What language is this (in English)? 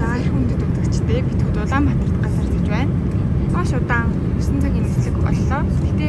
Mongolian